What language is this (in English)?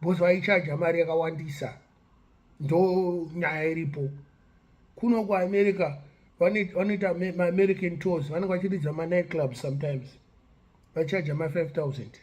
Shona